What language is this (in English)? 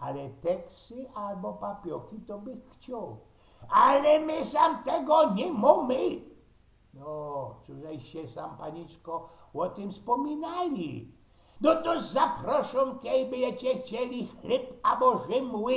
Silesian